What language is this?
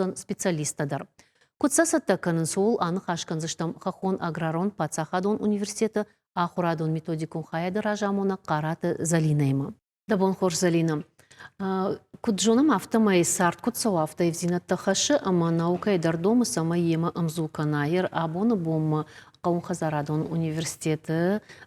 Ossetic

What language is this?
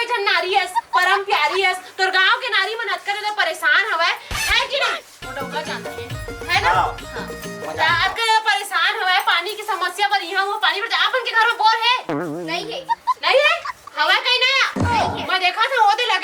Chhattisgarhi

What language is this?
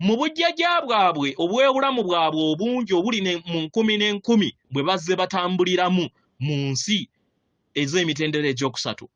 Ganda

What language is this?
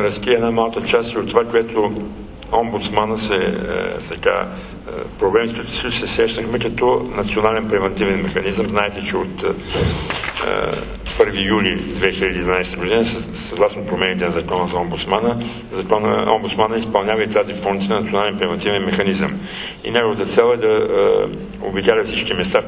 Bulgarian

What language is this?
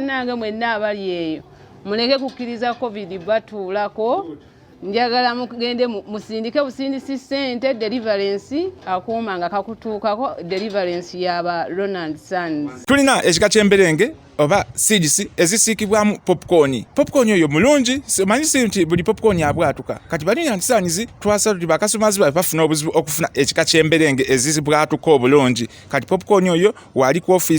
Ganda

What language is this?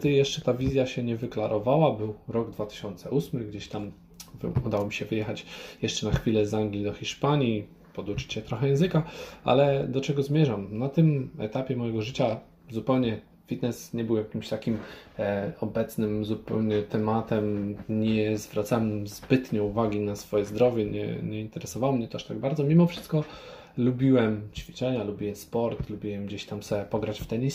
Polish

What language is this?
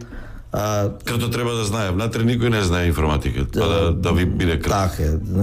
Macedonian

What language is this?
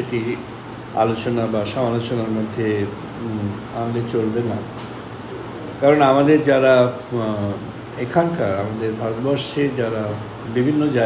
Bangla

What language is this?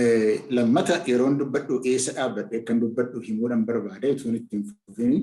Oromo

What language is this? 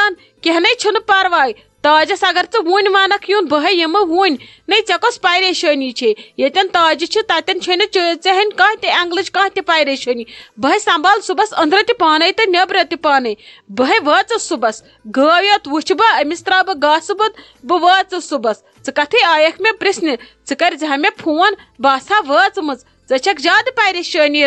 Kashmiri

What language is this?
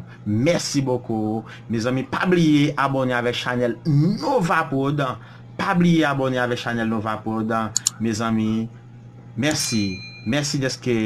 Haitian Creole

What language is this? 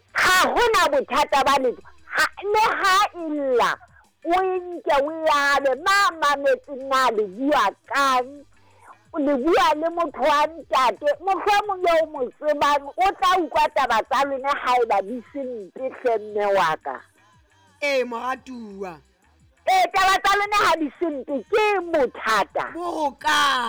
Southern Sotho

